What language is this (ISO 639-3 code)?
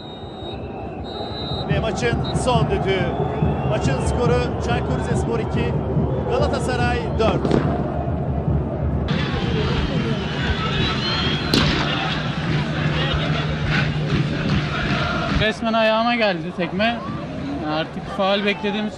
tur